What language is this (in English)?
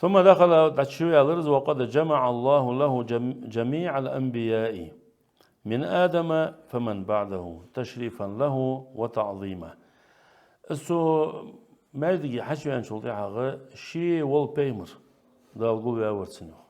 Ingush